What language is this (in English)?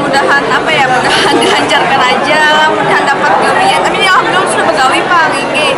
Banjar